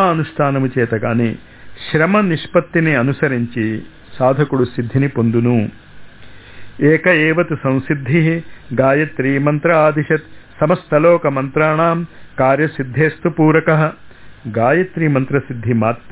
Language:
Telugu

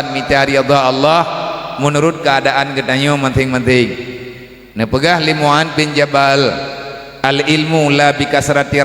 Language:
Achinese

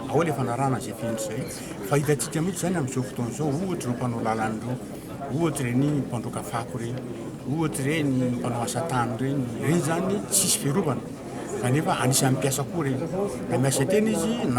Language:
Malagasy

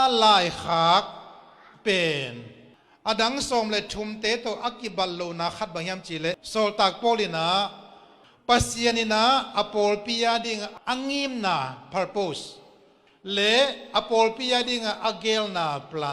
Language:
Tedim Chin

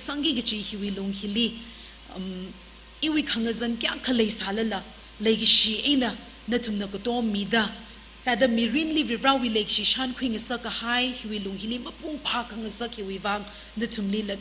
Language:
Tangkhul Naga (India)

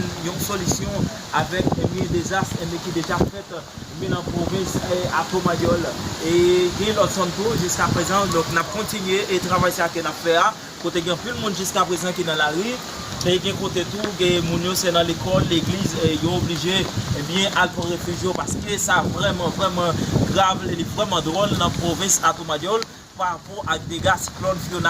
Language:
Haitian Creole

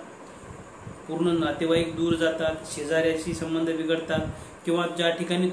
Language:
Marathi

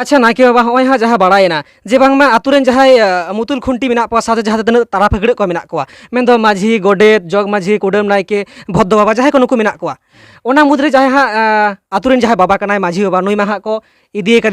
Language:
Santali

